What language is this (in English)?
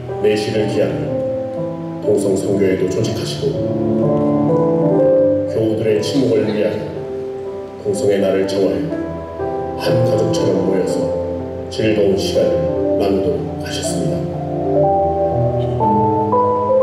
Korean